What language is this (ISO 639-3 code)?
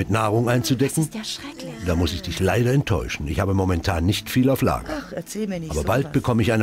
bar